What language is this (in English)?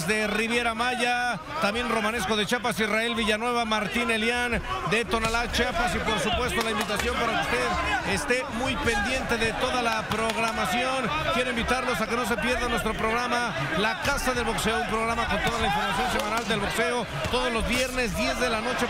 Spanish